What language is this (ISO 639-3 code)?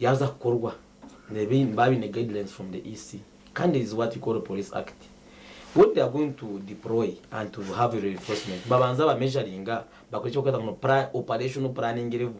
nyn